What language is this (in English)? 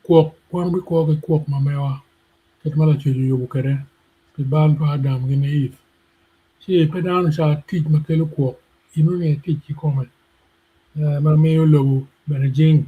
Acoli